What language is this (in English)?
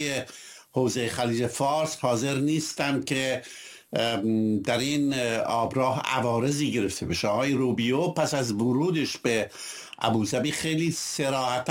Persian